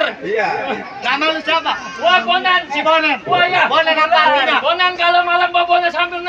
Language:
Betawi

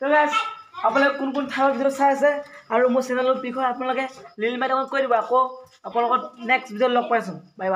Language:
Assamese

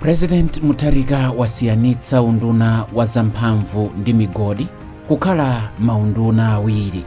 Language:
Nyanja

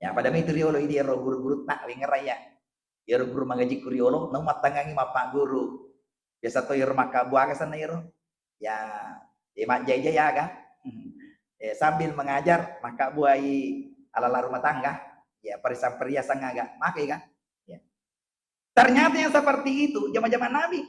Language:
Buginese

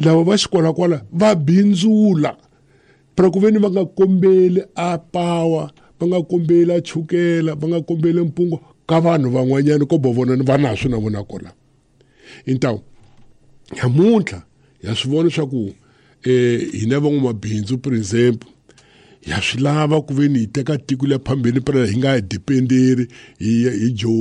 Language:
Tsonga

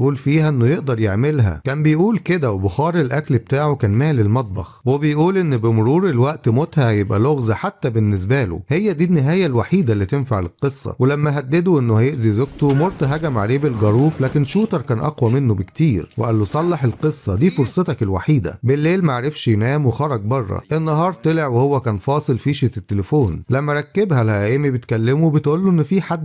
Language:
Egyptian Arabic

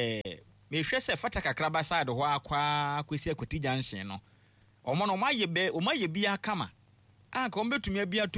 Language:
Akan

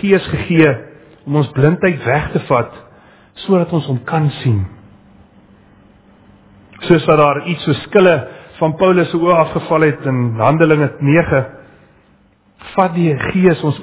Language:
Afrikaans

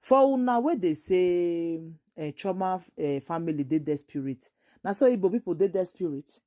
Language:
Nigerian Pidgin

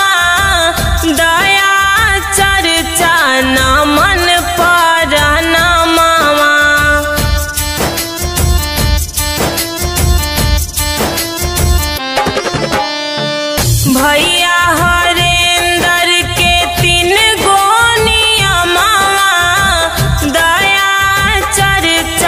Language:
Bhojpuri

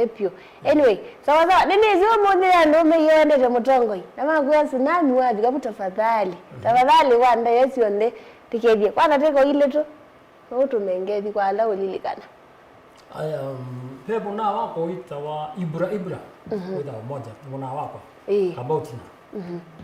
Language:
Kamba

